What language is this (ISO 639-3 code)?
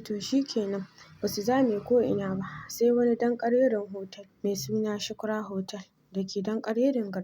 hau